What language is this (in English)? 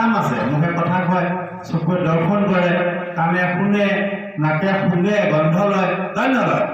Assamese